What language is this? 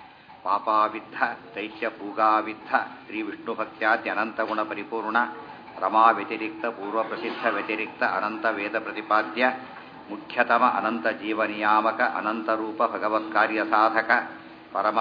Kannada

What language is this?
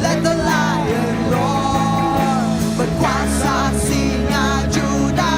Iban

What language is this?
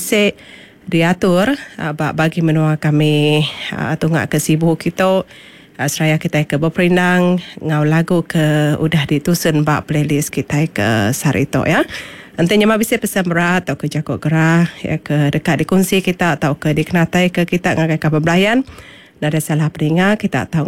Iban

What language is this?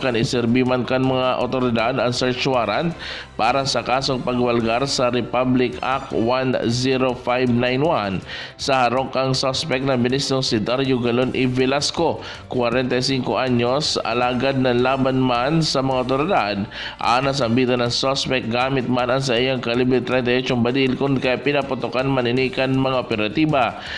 Bikol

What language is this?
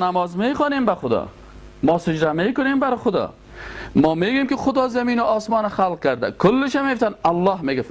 Persian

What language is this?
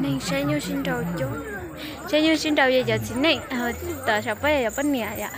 Hmong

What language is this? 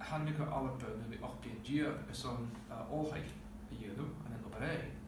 Scottish Gaelic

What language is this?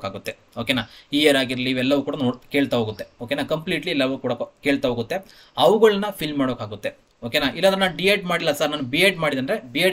Kannada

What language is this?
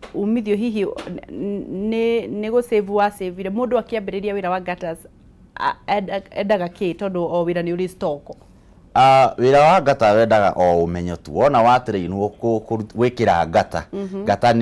Kikuyu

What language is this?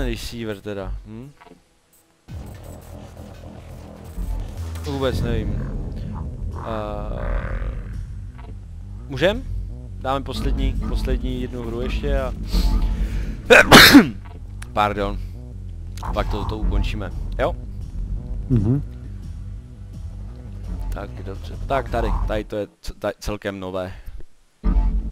Czech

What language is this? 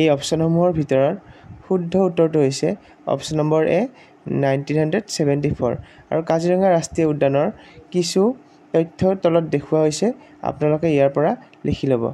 Assamese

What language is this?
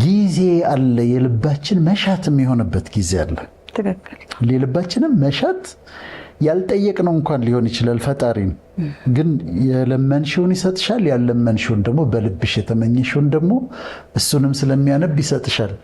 Amharic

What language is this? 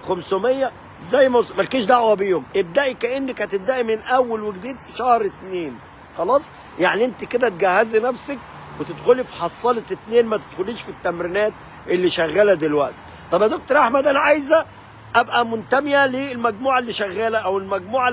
Egyptian Arabic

